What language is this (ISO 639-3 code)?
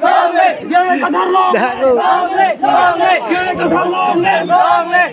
mjw